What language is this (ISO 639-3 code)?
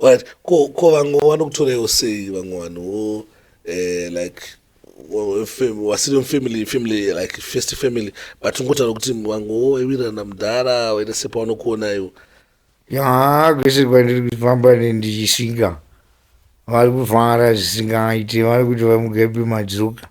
sna